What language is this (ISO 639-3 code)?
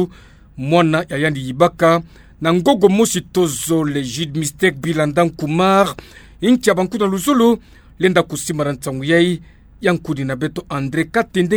ktu